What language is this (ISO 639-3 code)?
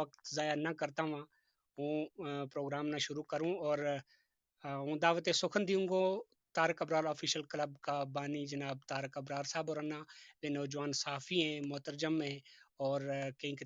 gju